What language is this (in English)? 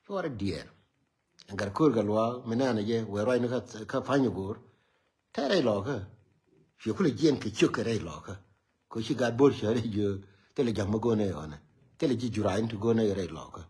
Nuer